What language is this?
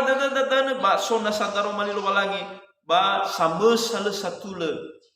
Nias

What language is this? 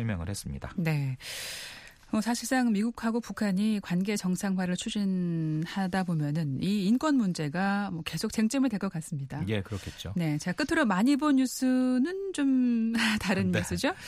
Korean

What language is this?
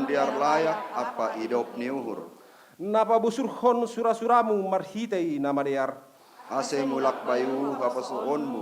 Batak Simalungun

